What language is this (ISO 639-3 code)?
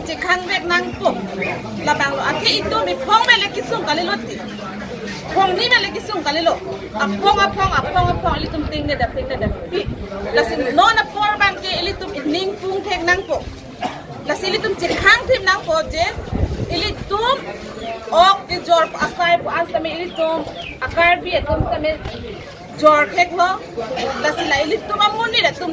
mjw